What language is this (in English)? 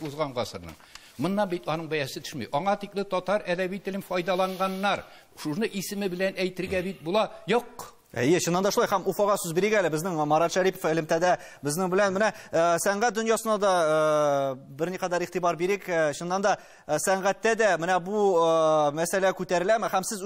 Tatar